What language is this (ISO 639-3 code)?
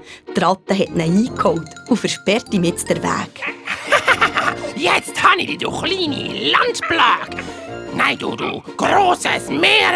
gsw